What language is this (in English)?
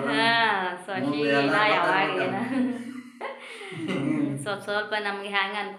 Kannada